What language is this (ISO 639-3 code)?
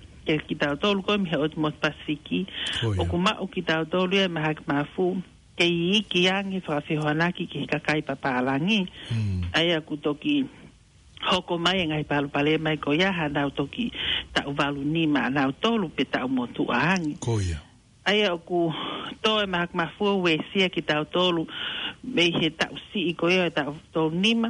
ton